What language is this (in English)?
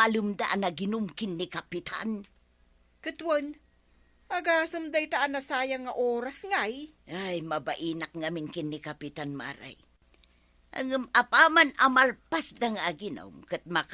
Iloko